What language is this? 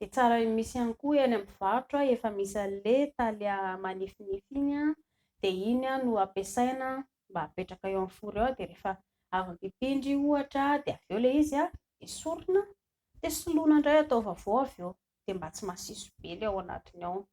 Malagasy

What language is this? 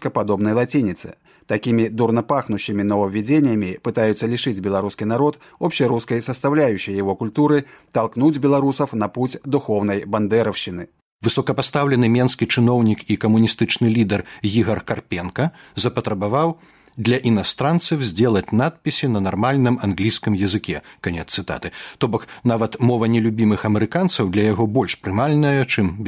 Belarusian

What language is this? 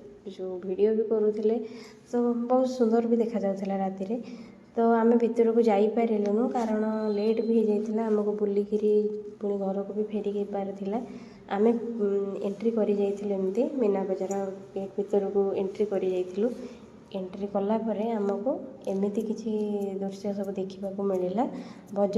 Odia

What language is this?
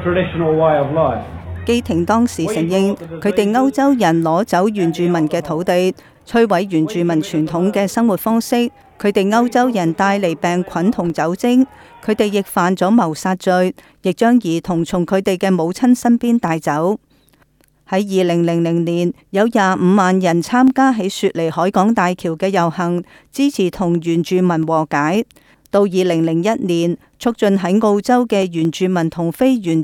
Cantonese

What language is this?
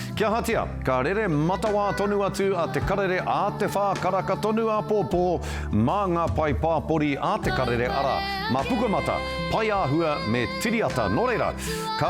Māori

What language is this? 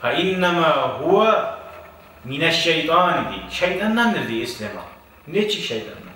Kumyk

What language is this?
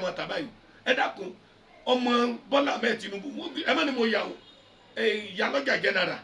Yoruba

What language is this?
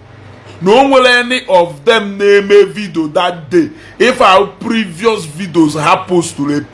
Igbo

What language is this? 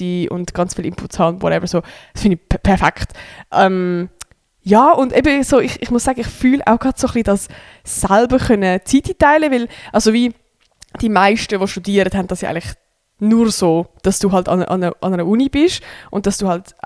Swiss German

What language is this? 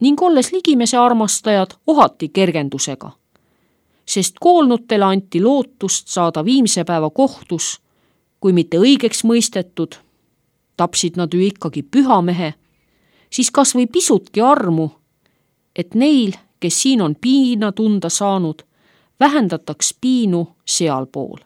Estonian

